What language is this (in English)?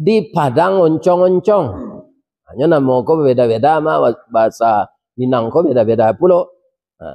Minangkabau